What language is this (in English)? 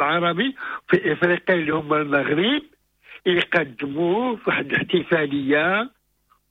Moroccan Arabic